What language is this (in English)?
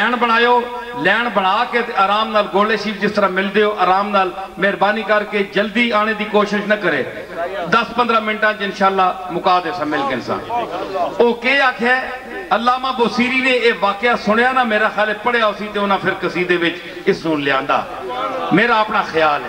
Western Panjabi